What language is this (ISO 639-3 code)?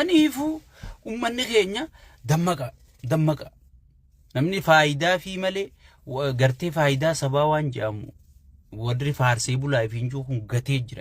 orm